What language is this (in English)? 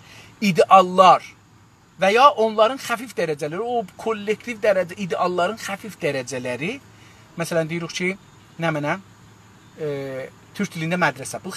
South Azerbaijani